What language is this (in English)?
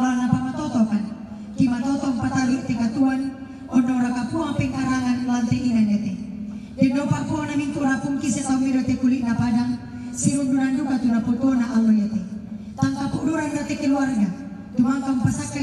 Toraja-Sa'dan